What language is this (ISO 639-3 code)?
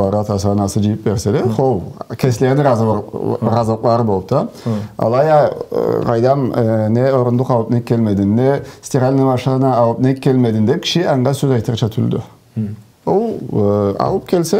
krc